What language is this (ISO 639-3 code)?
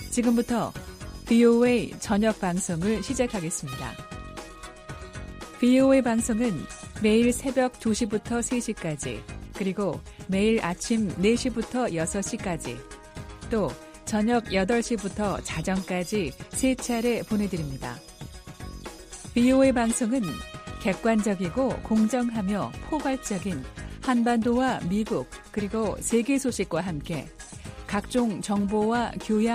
kor